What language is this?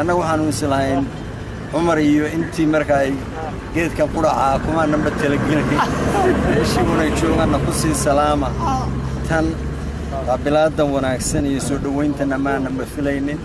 Somali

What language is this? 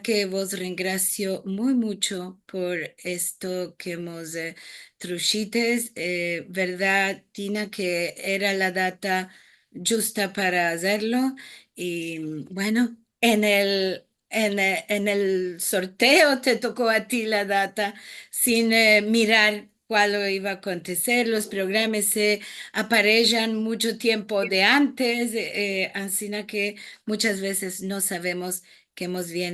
Ladino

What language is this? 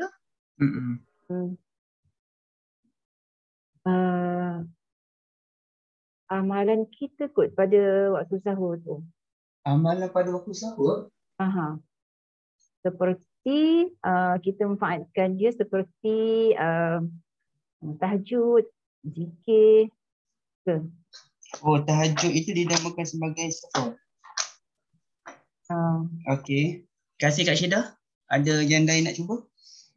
Malay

